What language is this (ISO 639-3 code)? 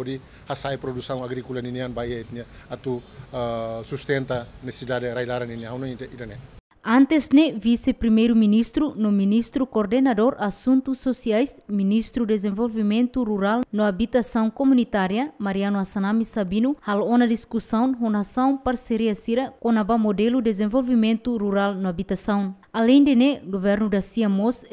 tet